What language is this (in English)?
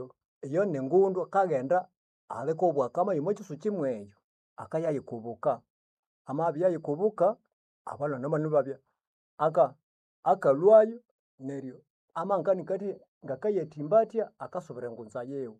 Nande